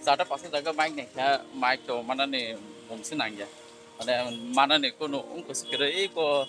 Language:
Kok Borok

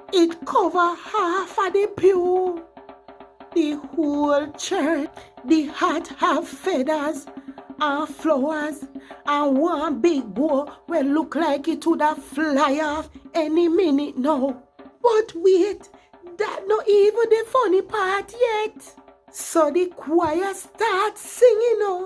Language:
Jamaican Creole English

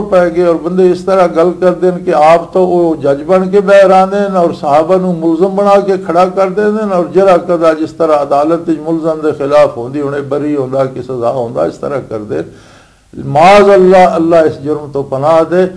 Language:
Western Panjabi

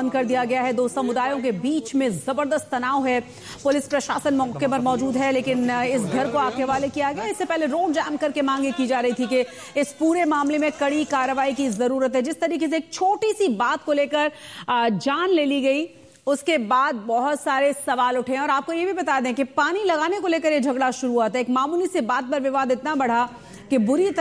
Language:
Hindi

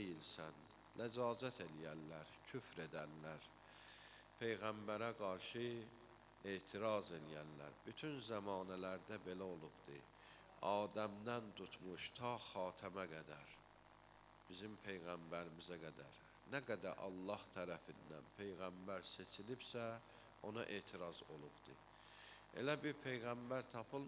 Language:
Azerbaijani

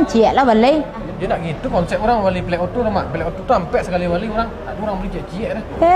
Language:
Minangkabau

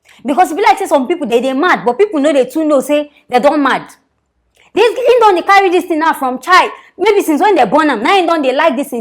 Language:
Nigerian Pidgin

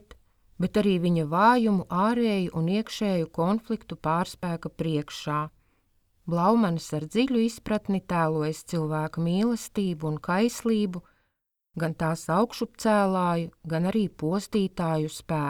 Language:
Latvian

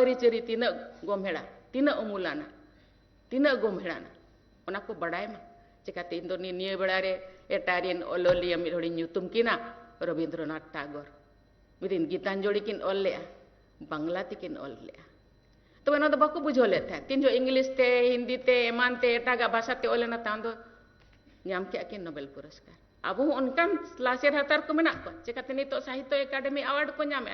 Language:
Santali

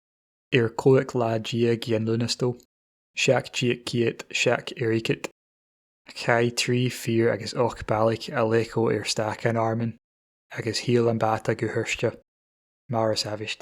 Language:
Scottish Gaelic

